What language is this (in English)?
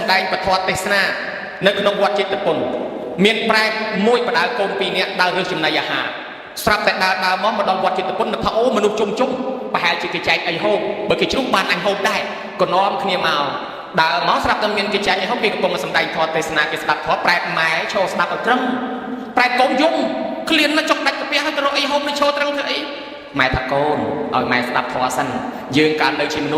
Khmer